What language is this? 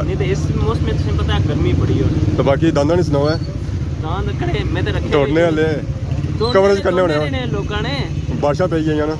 Pahari-Potwari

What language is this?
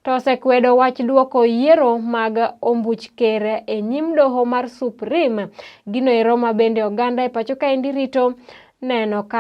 Luo (Kenya and Tanzania)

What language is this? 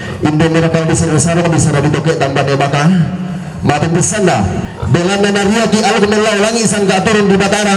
Toraja-Sa'dan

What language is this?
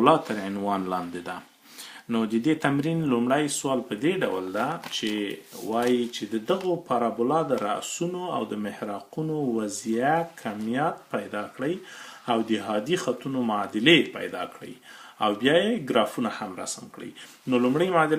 Pashto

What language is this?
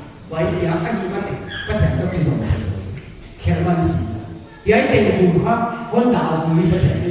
Paite Chin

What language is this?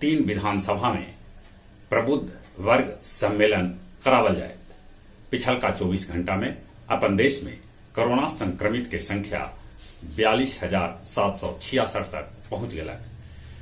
Magahi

